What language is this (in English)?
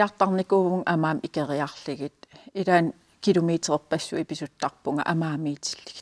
Kalaallisut